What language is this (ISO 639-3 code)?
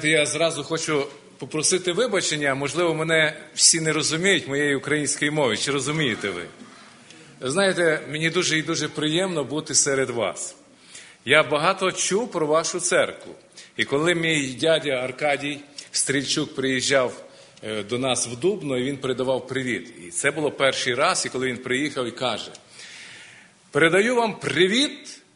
ukr